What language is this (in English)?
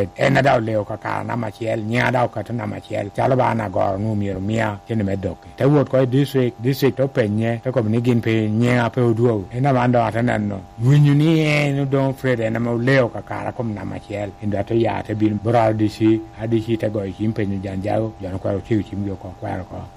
Lango (Uganda)